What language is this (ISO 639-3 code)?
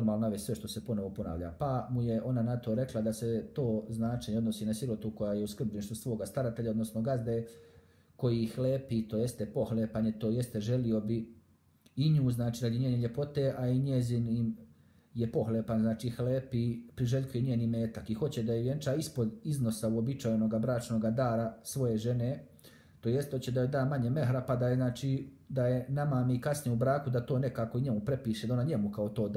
bos